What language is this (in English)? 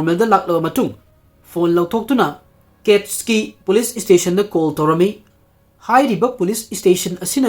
Manipuri